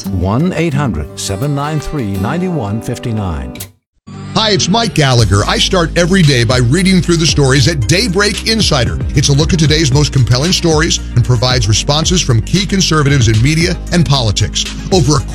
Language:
English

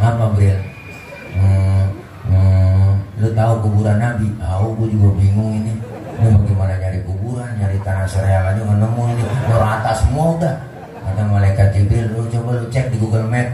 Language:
Betawi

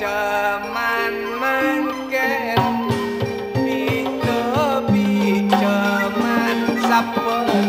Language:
Madurese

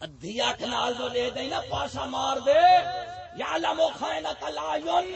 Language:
Saraiki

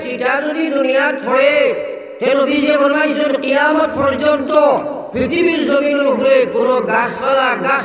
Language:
Sylheti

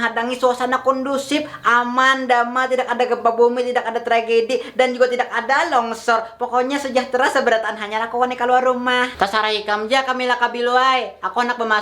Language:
Banjar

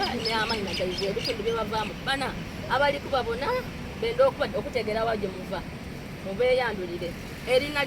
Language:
Soga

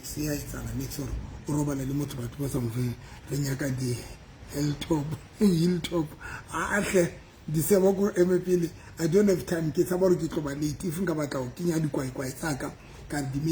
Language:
Southern Sotho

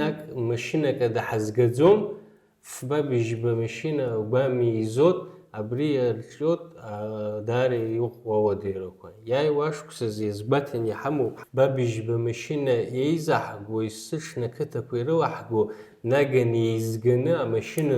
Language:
Abkhazian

